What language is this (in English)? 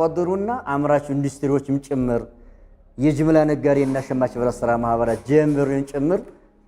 Amharic